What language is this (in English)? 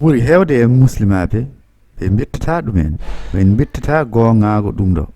Fula